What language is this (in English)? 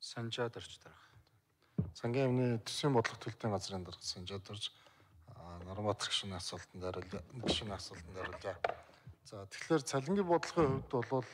Mongolian